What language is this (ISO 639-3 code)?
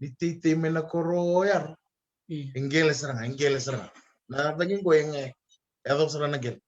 fij